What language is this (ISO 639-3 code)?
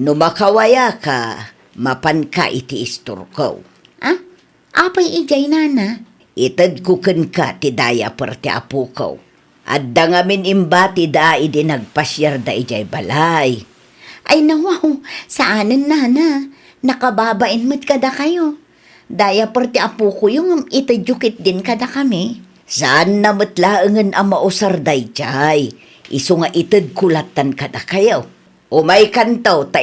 ilo